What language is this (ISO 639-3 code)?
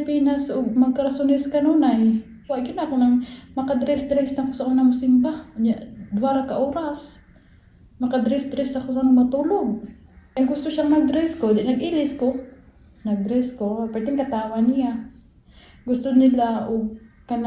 ceb